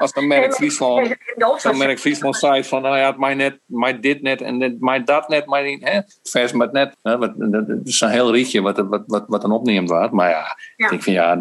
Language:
Western Frisian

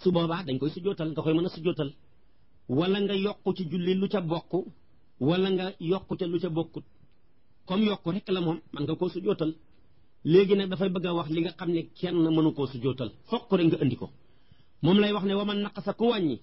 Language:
Wolof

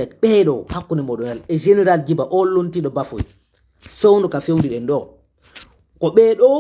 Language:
Fula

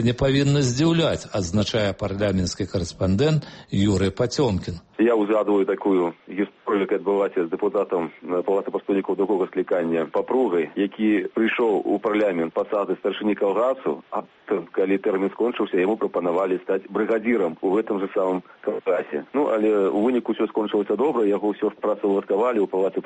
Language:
Belarusian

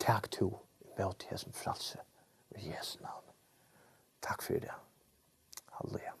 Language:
Faroese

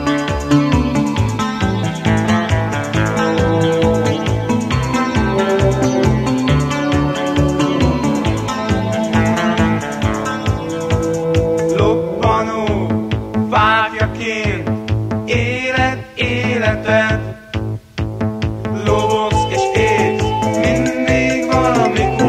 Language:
Hungarian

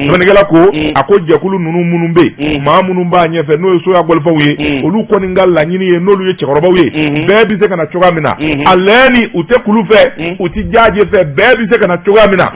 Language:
Bambara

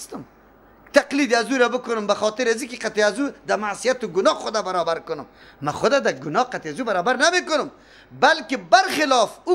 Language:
Persian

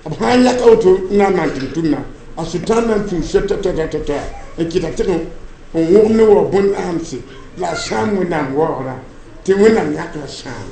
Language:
Mossi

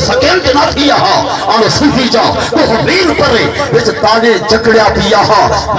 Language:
Saraiki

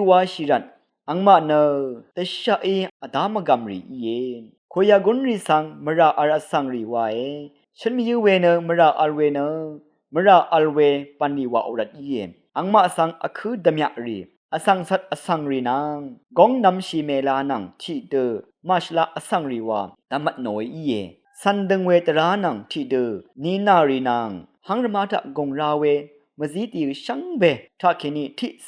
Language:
Rawang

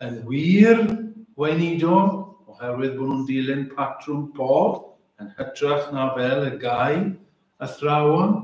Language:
Welsh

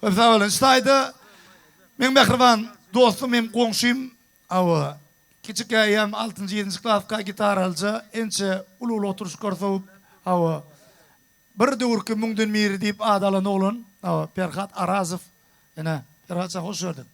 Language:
Turkmen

